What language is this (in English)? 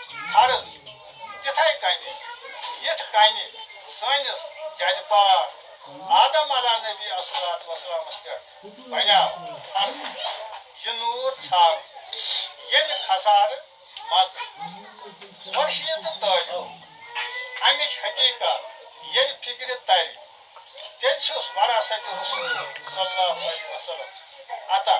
Kashmiri